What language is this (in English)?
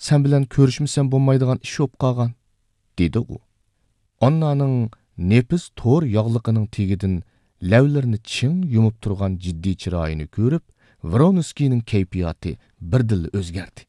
Uyghur